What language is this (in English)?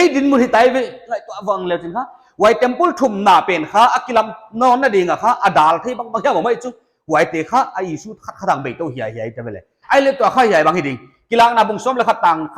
Paite Chin